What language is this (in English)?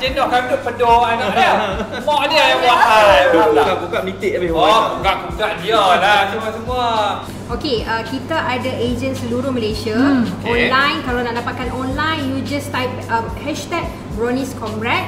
Malay